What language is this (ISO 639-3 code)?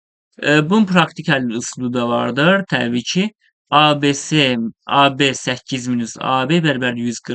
aze